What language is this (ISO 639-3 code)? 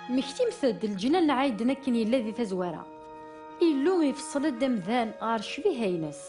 kab